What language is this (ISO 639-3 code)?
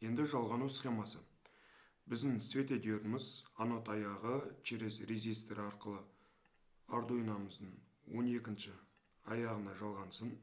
kaz